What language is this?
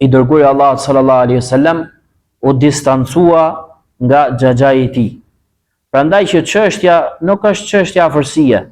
Albanian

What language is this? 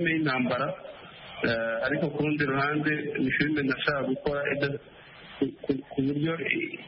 Kinyarwanda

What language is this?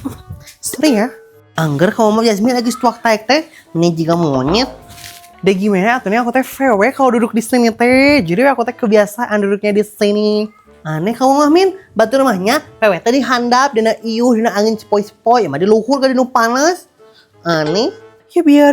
Sundanese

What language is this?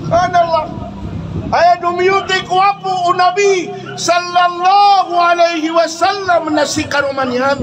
Maranao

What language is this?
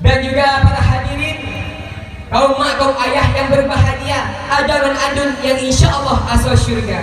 Achinese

